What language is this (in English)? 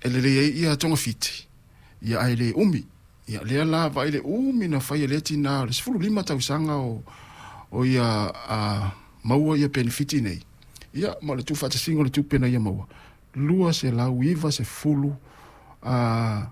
Samoan